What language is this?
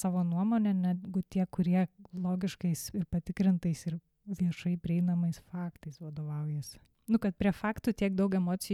Lithuanian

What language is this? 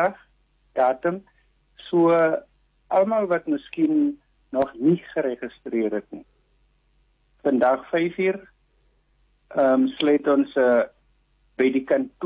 Afrikaans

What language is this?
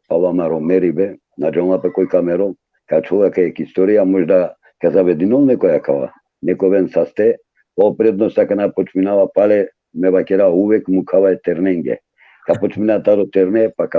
Balkan Romani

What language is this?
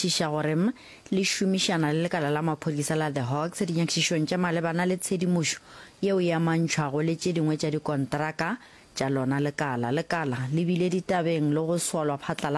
Northern Sotho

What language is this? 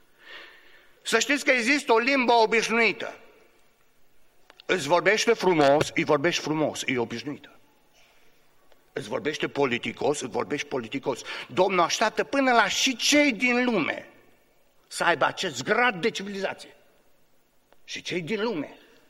Romanian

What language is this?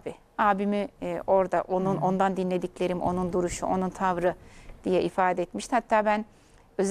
Turkish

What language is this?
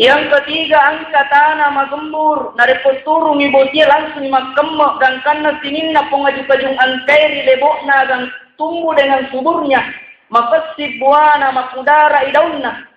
Buginese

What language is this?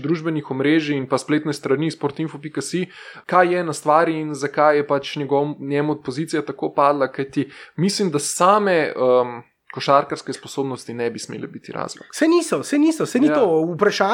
Slovenian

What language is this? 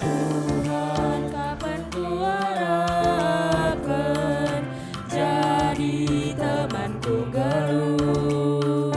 Batak Karo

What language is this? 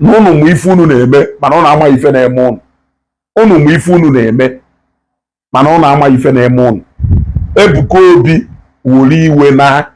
Igbo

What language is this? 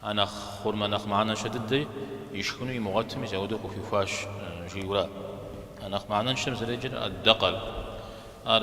Kabardian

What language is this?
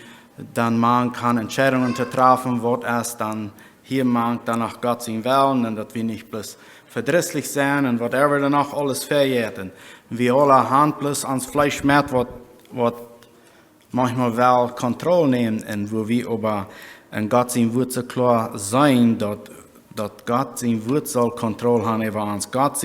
Plautdietsch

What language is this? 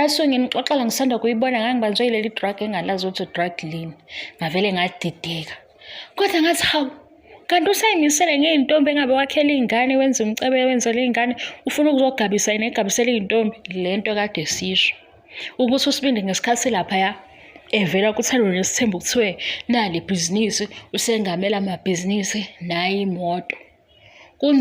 Zulu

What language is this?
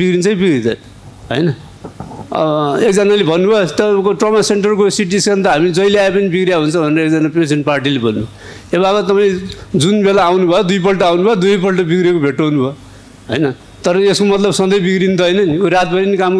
Nepali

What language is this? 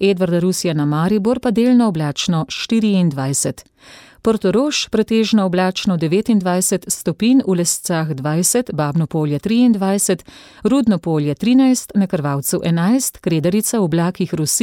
Slovenian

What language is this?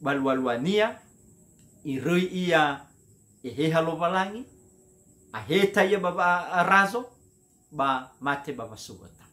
Nias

